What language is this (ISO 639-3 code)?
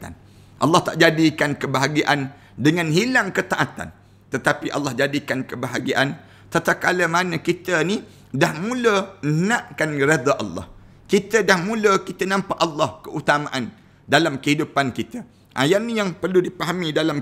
msa